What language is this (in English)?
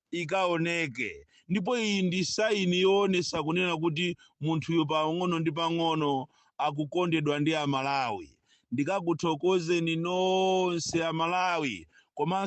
Nyanja